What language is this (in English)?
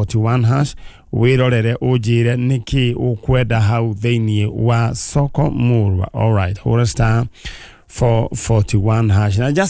Kikuyu